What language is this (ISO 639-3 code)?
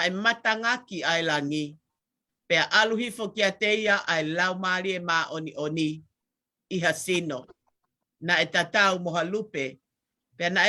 ton